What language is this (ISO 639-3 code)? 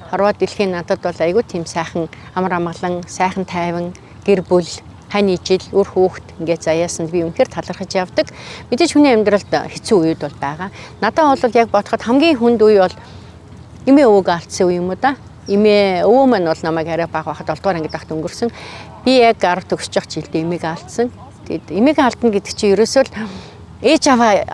mon